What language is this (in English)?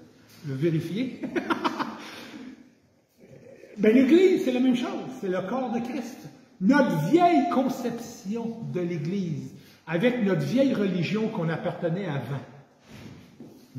French